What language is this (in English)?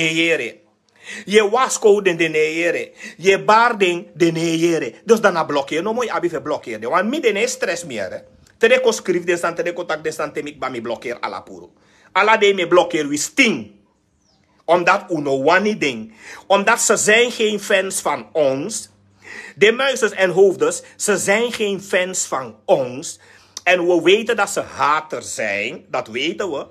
Sranan Tongo